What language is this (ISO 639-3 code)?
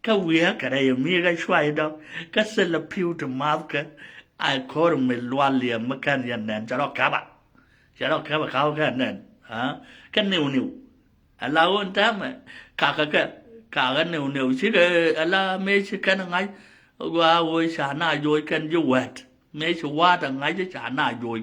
nus